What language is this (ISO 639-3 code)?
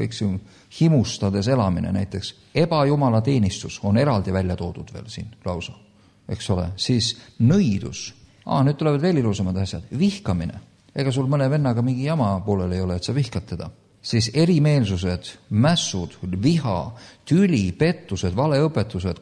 est